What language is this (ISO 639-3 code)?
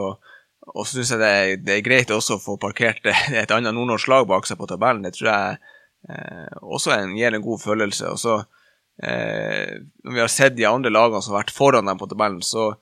nor